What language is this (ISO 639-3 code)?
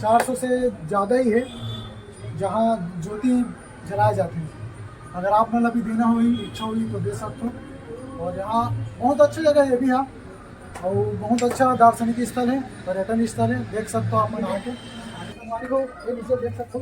hne